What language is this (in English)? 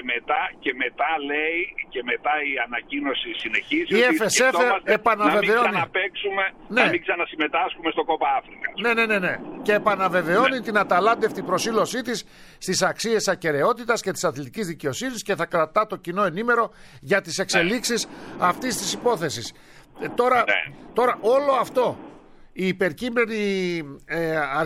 Greek